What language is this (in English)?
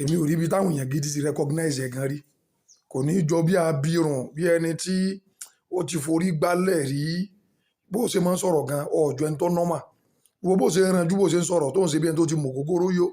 Yoruba